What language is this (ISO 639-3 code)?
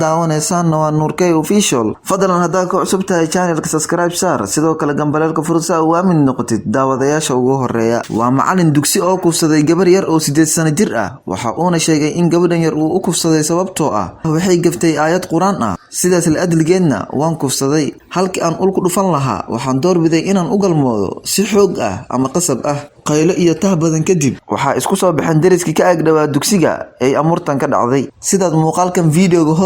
som